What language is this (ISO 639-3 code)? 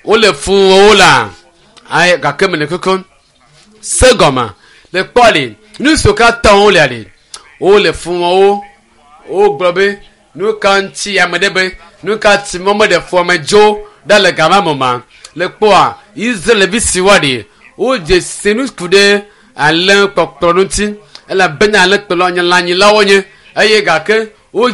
ewe